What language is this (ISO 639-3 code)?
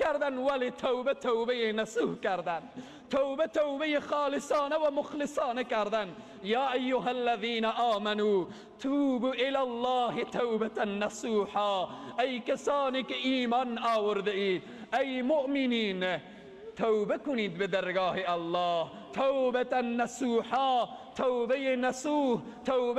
fas